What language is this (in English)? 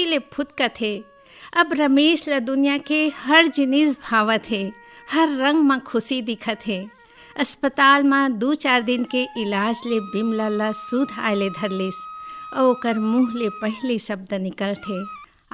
Chhattisgarhi